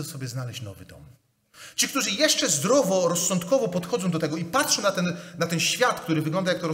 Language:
Polish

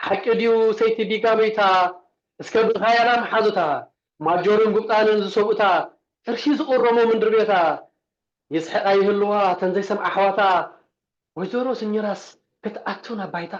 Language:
Tigrinya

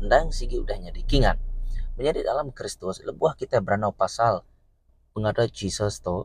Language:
Iban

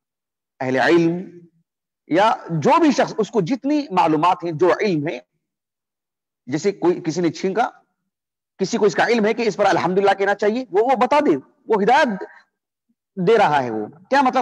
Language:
Urdu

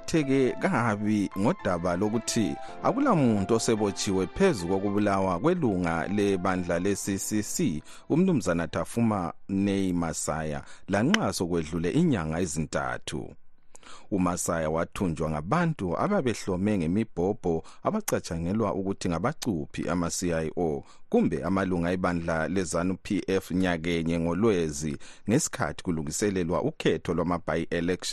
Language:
North Ndebele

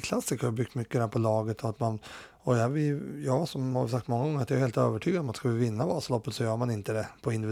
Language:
Swedish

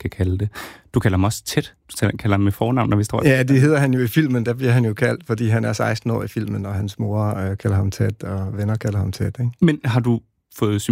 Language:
Danish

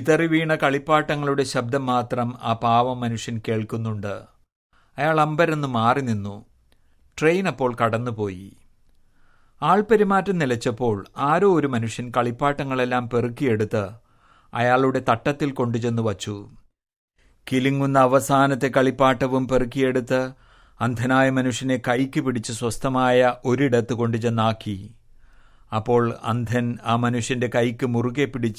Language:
Malayalam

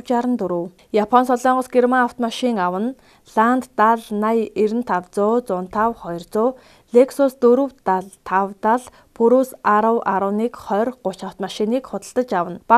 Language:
Mongolian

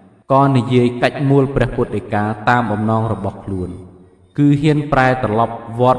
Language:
Khmer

